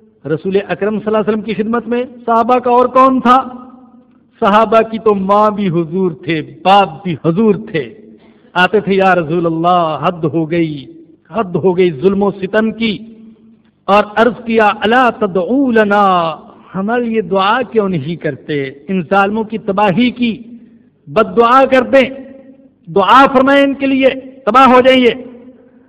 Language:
Urdu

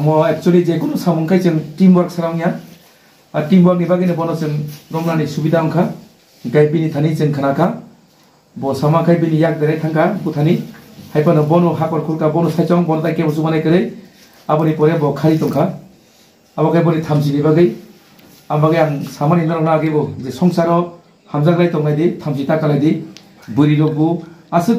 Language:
Kok Borok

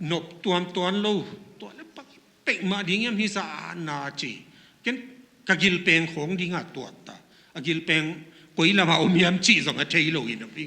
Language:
Tedim Chin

